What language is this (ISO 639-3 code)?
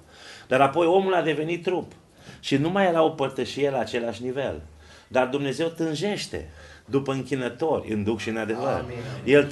ron